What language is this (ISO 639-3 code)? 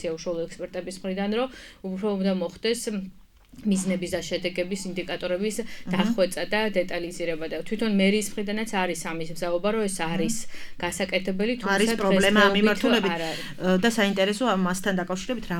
kat